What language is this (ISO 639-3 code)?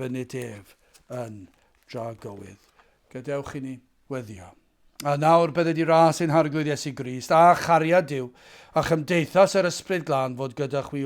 cym